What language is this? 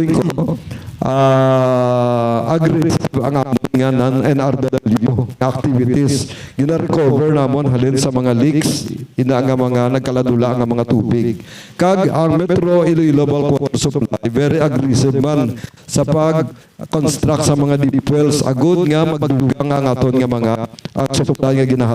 Hiligaynon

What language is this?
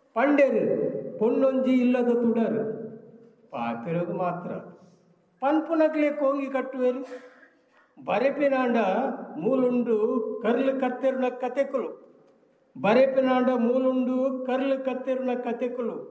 Tulu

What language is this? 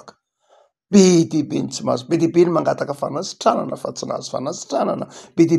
Malagasy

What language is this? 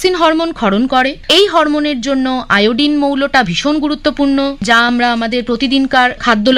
Bangla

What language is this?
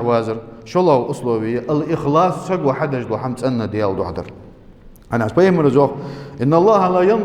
Ingush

